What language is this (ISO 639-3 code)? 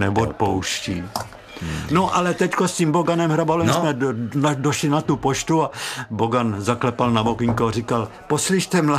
ces